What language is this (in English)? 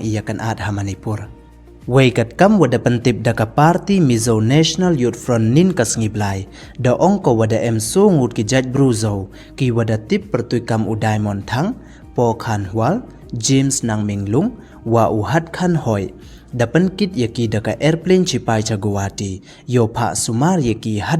Pnar